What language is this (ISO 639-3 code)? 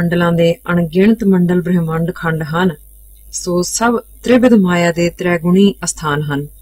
pan